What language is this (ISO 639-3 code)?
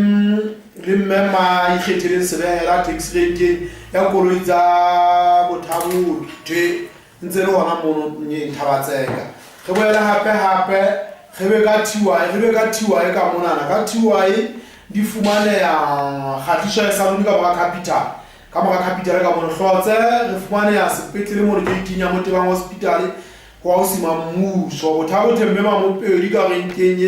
sot